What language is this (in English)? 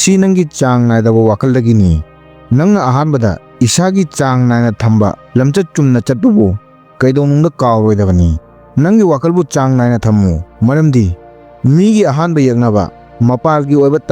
Manipuri